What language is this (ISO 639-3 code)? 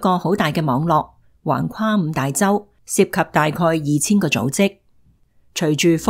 yue